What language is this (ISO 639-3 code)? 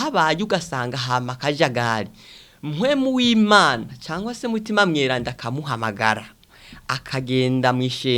run